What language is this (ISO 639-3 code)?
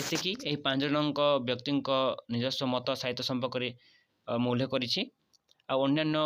ori